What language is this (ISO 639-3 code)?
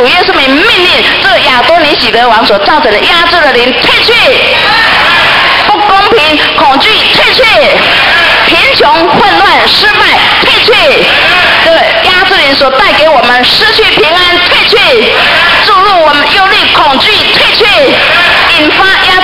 zho